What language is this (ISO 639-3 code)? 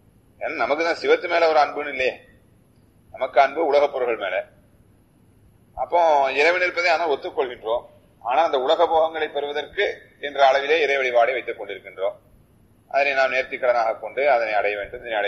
tam